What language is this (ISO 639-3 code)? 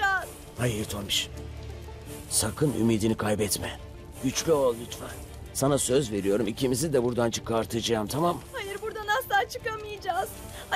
tur